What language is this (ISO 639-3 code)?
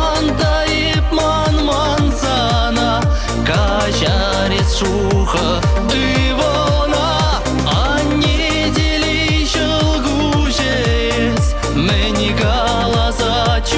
chv